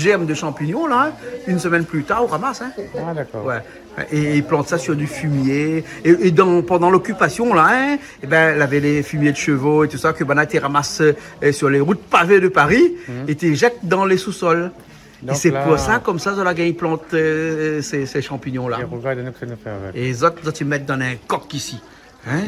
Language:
Réunion Creole French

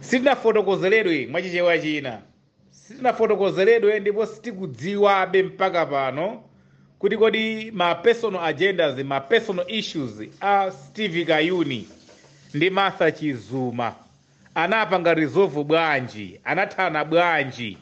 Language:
Nyanja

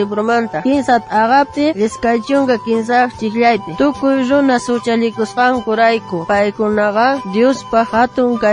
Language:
South Bolivian Quechua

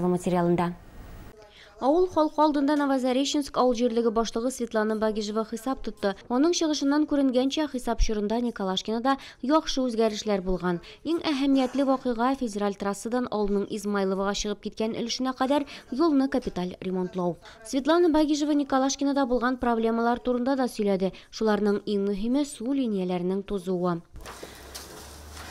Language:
Tatar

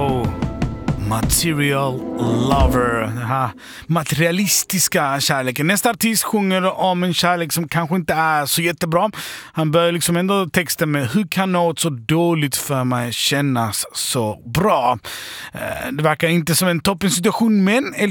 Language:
Swedish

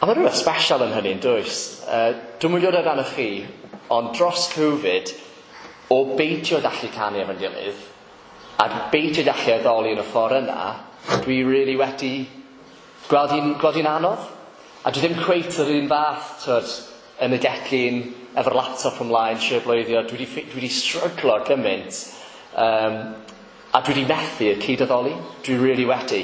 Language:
Welsh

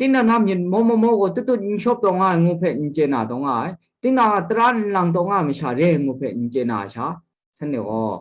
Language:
Kachin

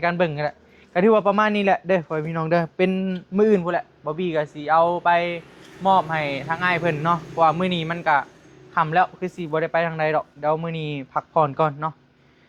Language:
Northeastern Thai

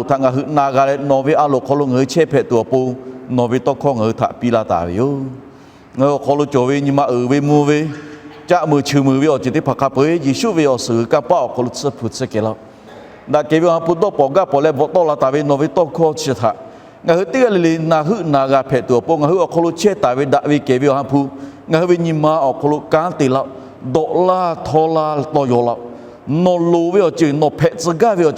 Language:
Lahu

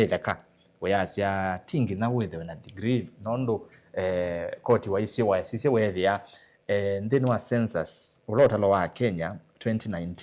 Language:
Kamba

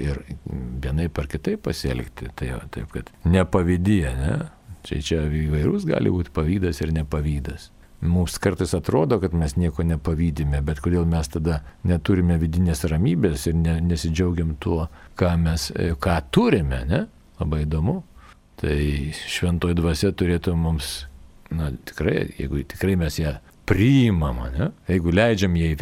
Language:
Lithuanian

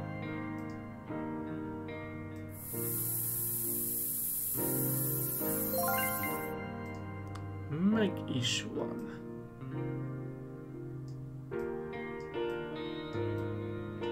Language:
Hungarian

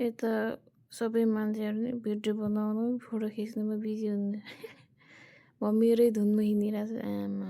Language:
Nepali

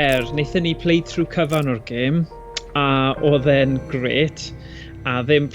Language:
Welsh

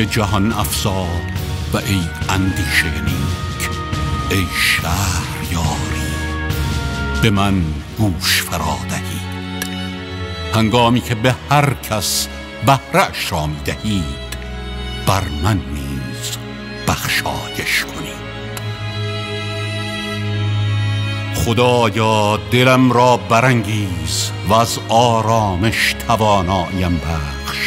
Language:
Persian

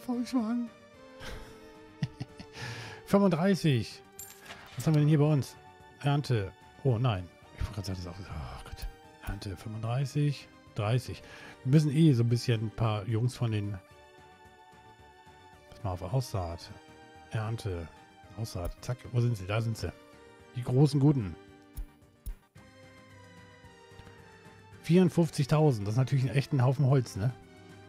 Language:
German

